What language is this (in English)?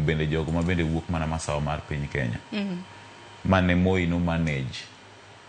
Luo (Kenya and Tanzania)